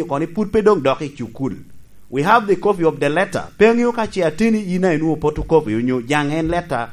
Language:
Lango (Uganda)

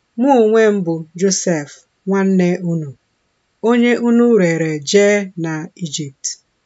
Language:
Igbo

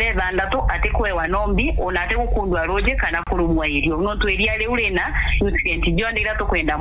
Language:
Meru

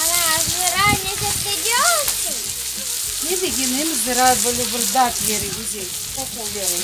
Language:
Crimean Tatar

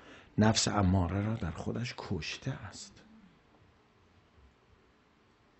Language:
Persian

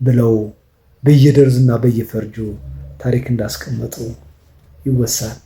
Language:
Amharic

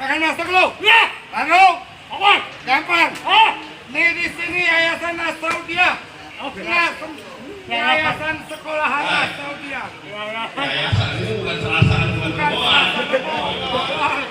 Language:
Betawi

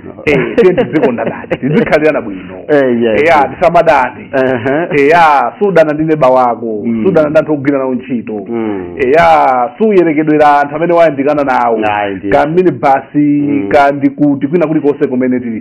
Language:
Nyanja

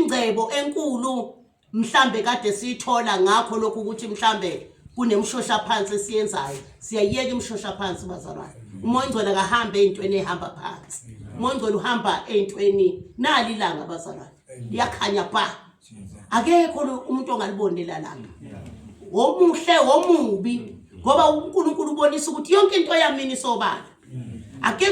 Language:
Zulu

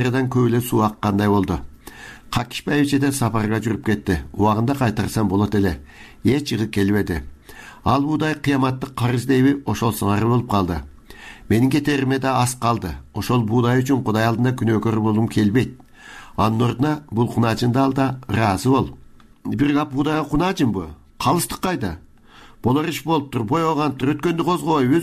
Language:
Kyrgyz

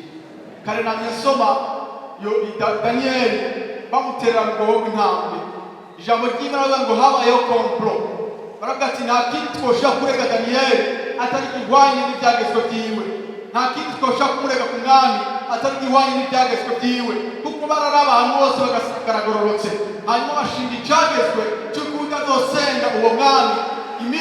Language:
Rundi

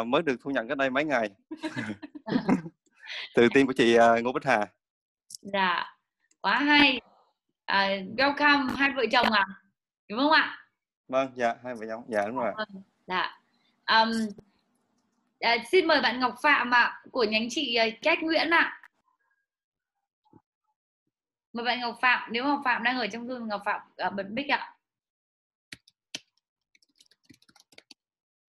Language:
Vietnamese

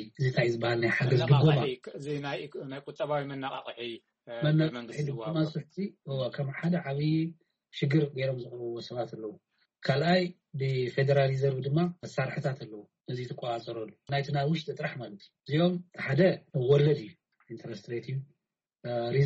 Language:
Tigrinya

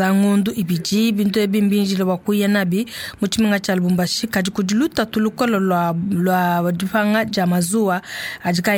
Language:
Luba-Lulua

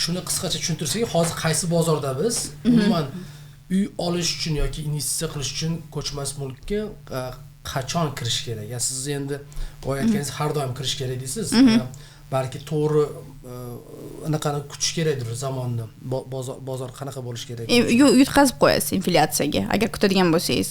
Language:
Uzbek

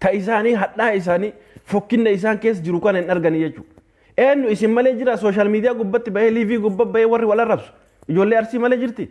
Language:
Oromo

